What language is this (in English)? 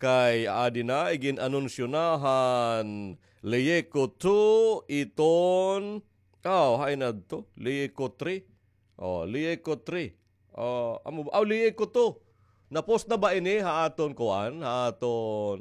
Waray